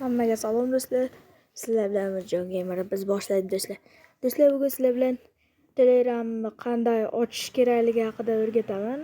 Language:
Uzbek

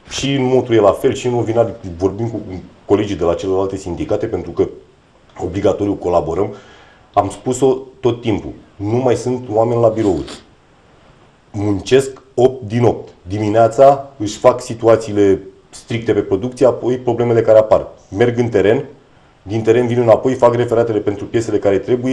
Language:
Romanian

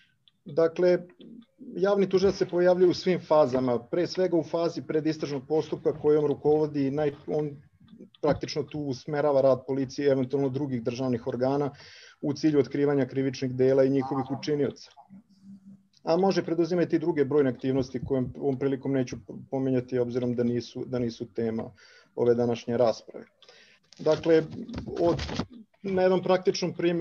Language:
Serbian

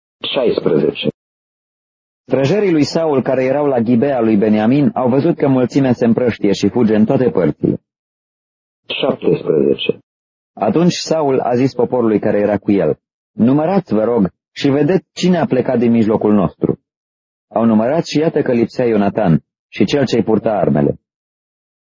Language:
Romanian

